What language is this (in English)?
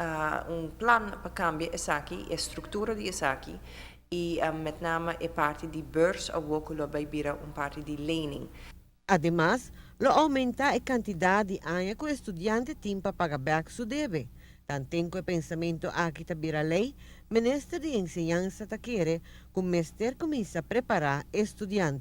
Papiamento